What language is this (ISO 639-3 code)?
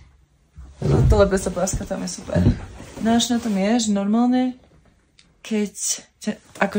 slk